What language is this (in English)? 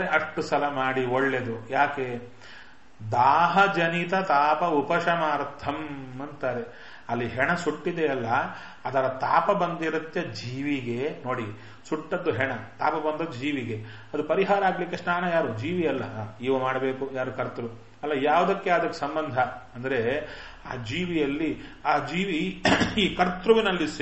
Kannada